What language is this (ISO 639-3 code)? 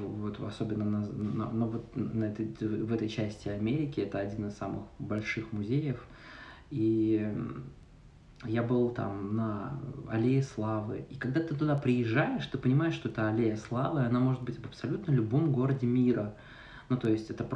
rus